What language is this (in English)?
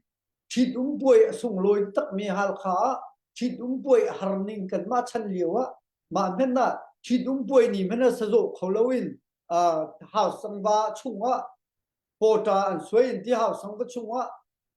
Hakha Chin